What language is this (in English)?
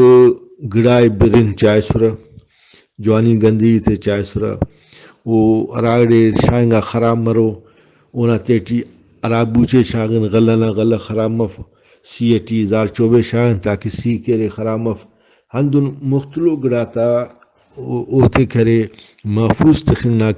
Brahui